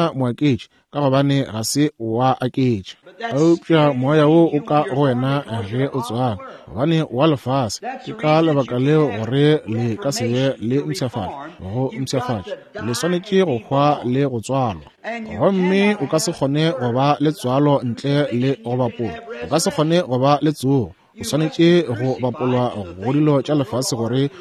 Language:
Northern Sotho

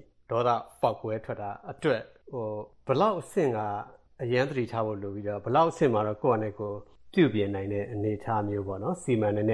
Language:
Burmese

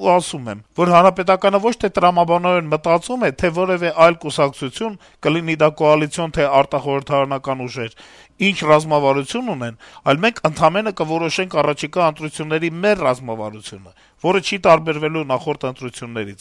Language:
Armenian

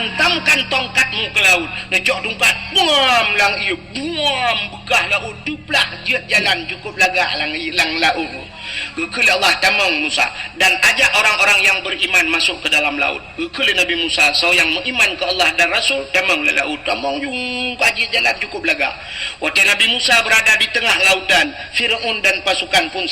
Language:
Achinese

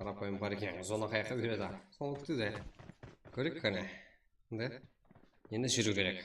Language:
Kara-Kalpak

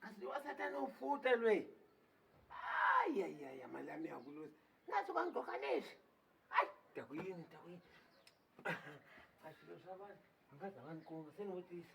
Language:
Tsonga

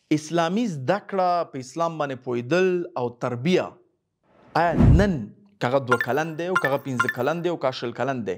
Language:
Pashto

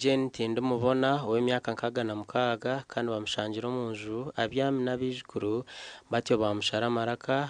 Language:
Nyankole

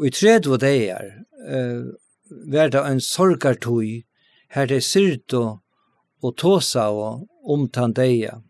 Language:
Faroese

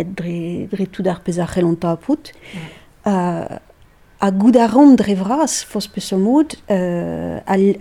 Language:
Breton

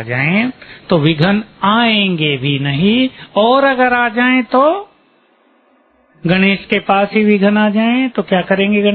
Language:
Hindi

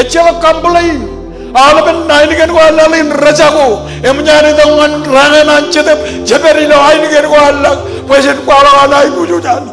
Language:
Marshallese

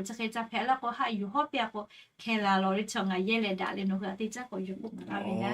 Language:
Lahu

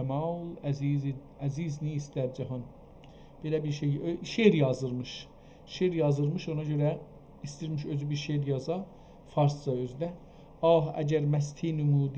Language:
South Azerbaijani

